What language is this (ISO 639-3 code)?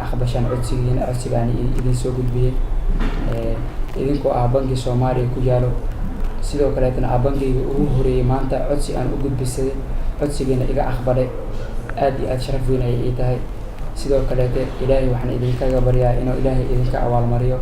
som